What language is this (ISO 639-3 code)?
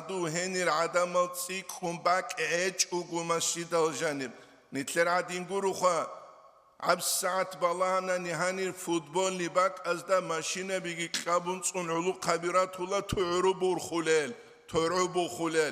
ava